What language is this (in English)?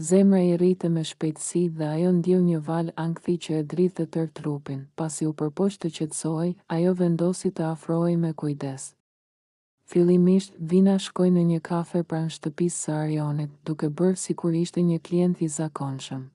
Albanian